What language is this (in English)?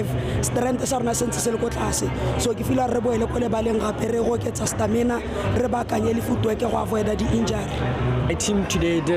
Tswana